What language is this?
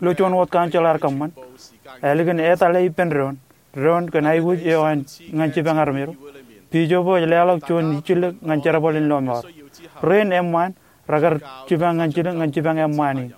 Marshallese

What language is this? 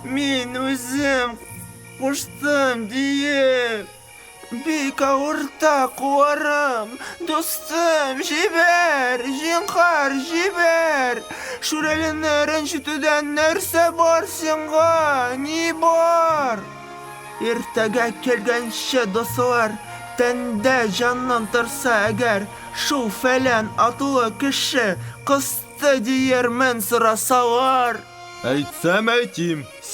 Tatar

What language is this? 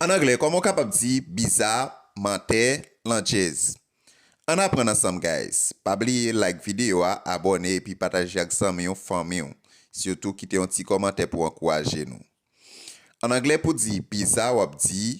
Haitian Creole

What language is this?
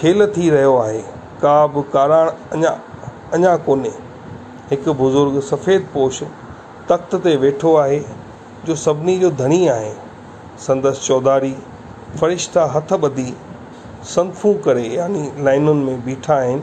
Sindhi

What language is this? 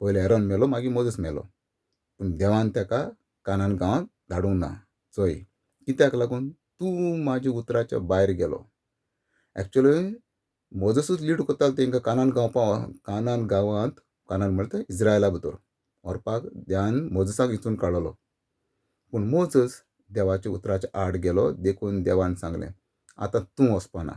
Konkani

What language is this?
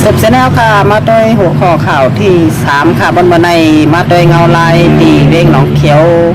Shan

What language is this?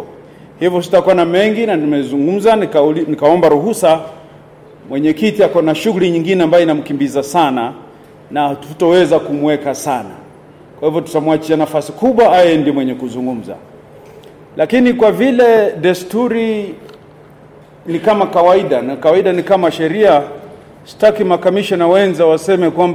Swahili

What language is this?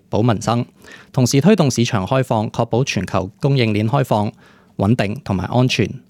Cantonese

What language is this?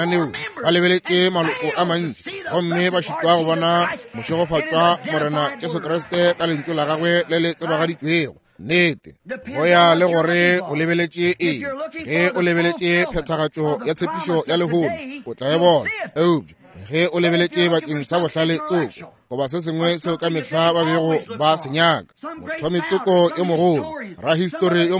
Northern Sotho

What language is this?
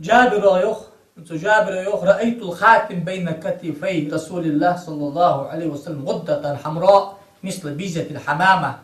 Ingush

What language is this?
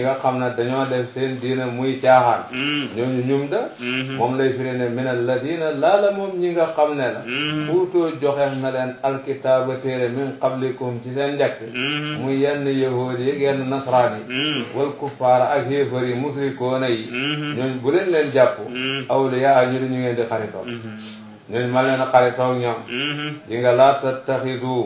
Wolof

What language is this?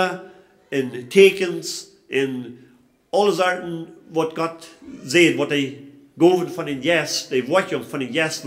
Plautdietsch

